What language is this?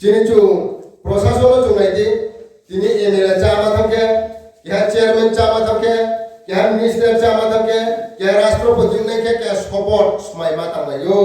Riang (India)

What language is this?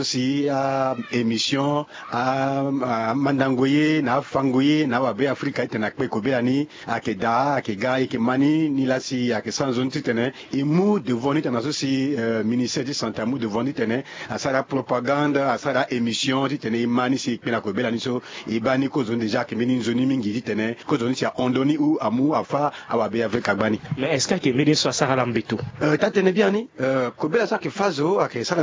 Sango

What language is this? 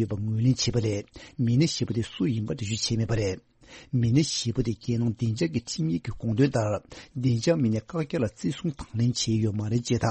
Tibetan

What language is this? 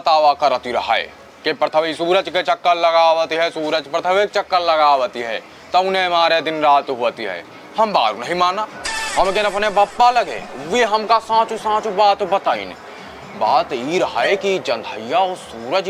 Awadhi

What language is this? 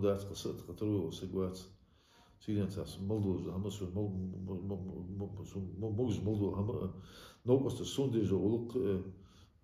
Ingush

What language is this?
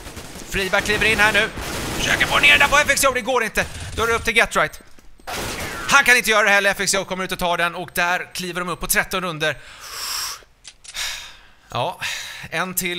Swedish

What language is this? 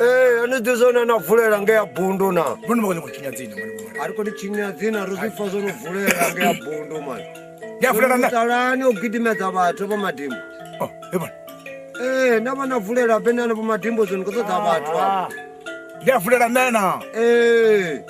Venda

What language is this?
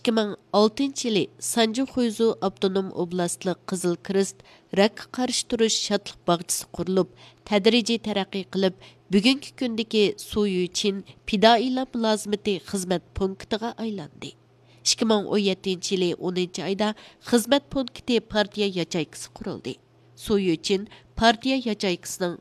Uyghur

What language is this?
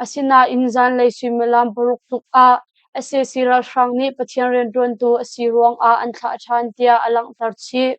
Hakha Chin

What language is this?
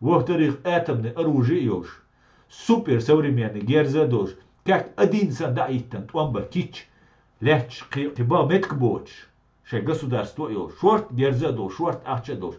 Chechen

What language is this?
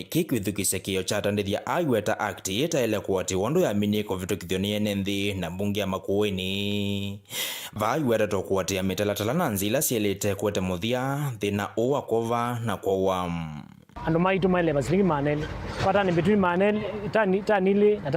Kamba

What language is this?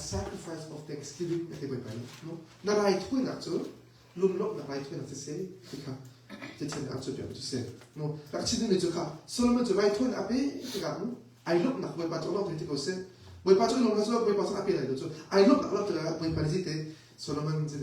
Hakha Chin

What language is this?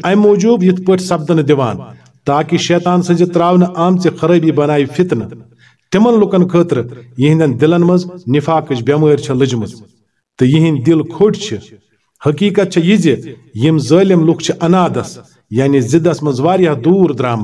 Kashmiri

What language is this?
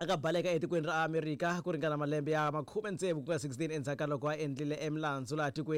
Tsonga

